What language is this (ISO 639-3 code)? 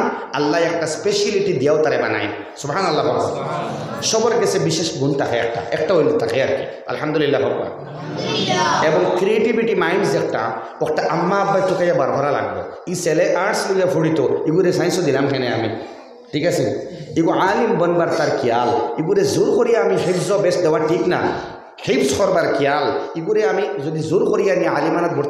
syl